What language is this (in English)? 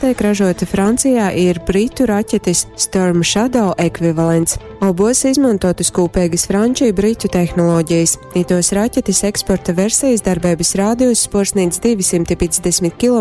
Latgalian